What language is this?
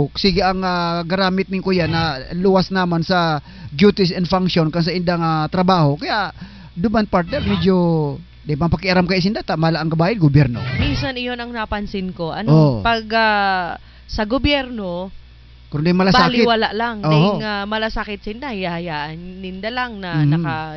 Southern Catanduanes Bikol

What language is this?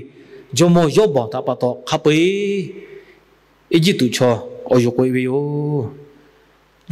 Lahu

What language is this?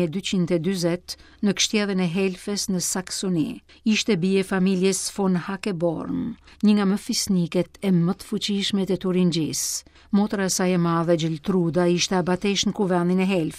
Albanian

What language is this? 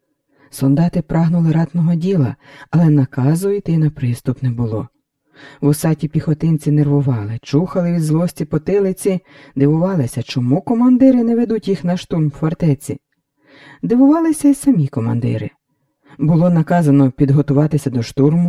Ukrainian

